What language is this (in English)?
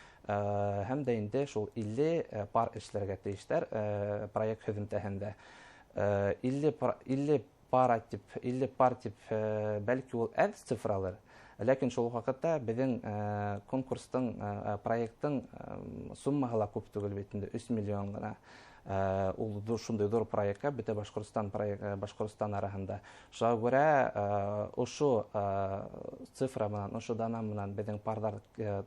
Bashkir